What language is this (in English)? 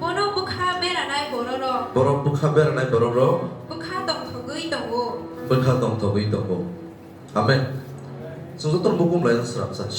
Kok Borok